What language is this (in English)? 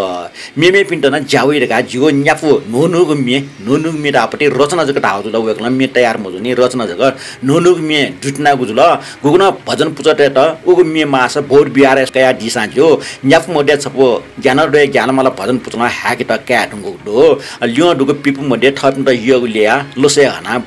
Newari